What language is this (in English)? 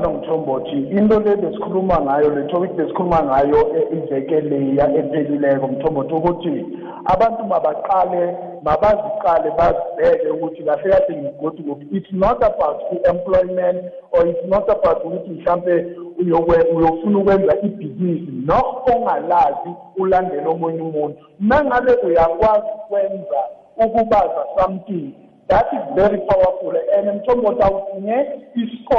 South Ndebele